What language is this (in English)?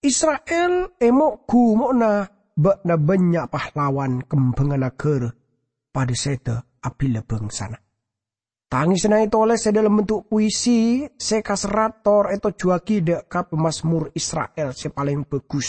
Madurese